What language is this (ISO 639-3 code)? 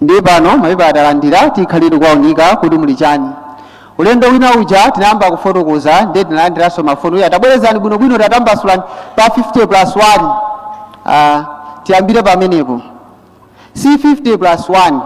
nya